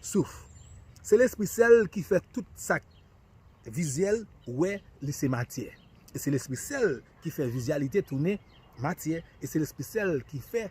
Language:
Haitian Creole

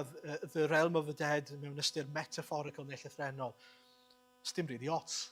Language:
Welsh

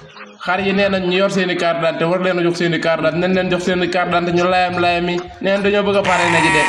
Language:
Wolof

